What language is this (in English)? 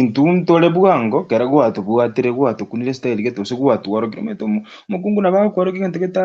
Gusii